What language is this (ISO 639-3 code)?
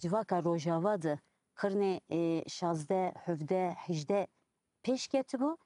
kur